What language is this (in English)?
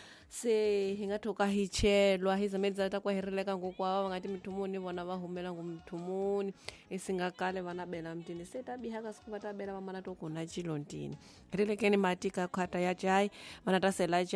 Tsonga